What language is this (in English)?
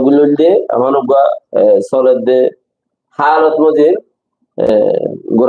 Rohingya